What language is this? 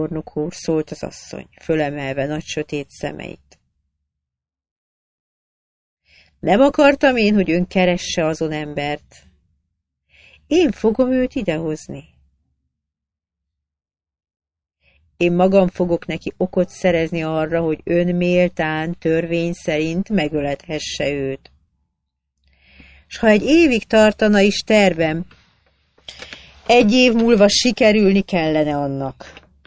Hungarian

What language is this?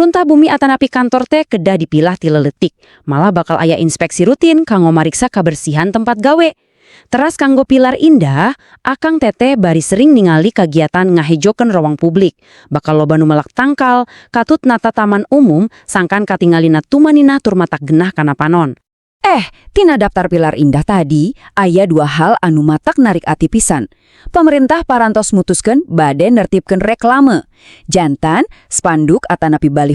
Sundanese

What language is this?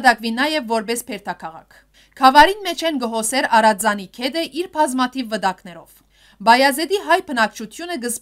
Western Armenian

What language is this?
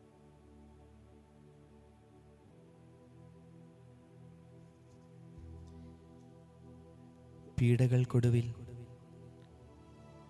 Malayalam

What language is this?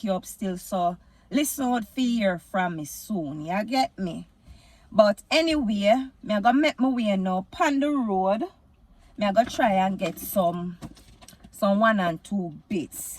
Jamaican Creole English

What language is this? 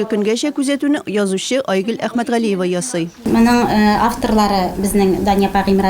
Tatar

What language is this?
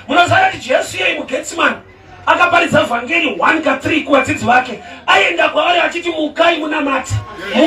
Shona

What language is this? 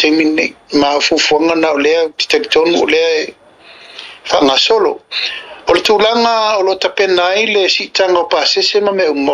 Samoan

